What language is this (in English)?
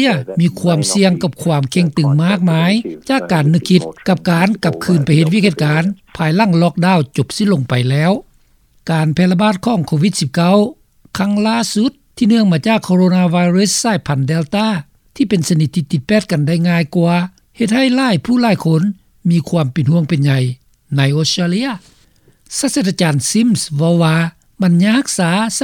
Lao